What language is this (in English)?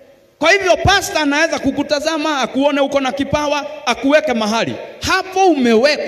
Swahili